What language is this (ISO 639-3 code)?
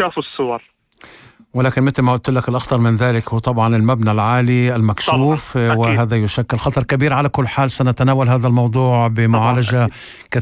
apc